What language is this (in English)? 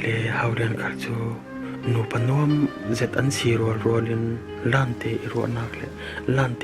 Falam Chin